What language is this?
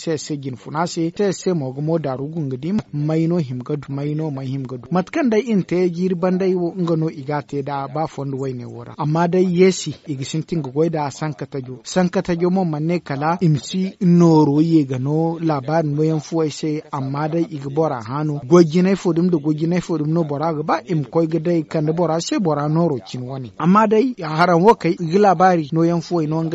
Zarma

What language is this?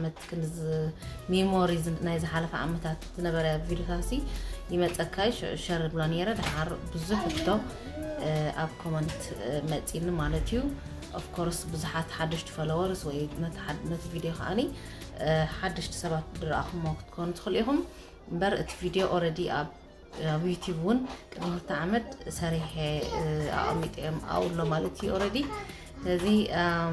Tigrinya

